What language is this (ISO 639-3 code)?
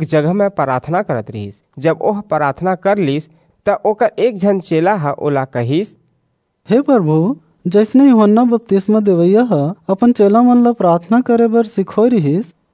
hne